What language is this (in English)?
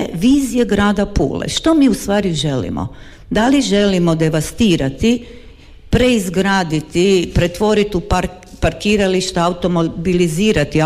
Croatian